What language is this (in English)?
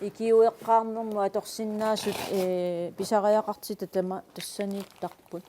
Kalaallisut